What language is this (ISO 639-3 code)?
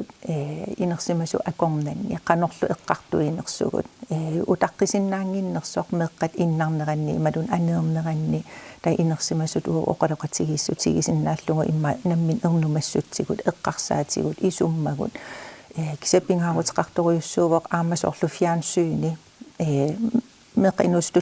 kal